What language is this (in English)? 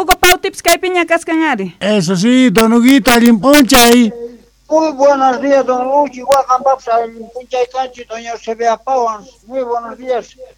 South Bolivian Quechua